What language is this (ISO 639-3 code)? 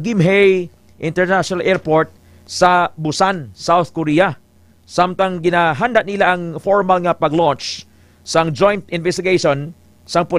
hil